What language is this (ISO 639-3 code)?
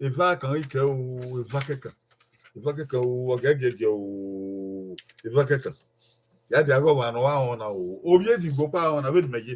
bin